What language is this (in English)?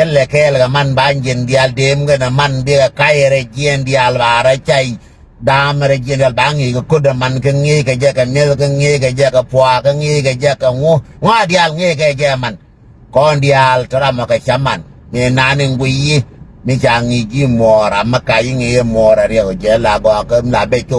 Nuer